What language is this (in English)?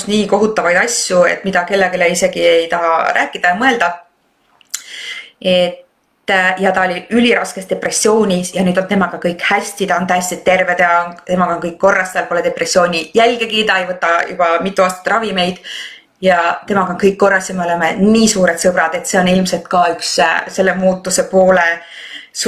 Estonian